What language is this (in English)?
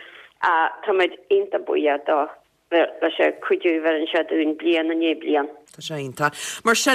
Irish